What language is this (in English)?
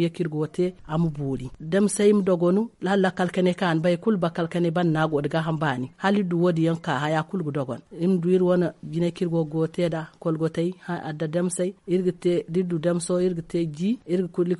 Zarma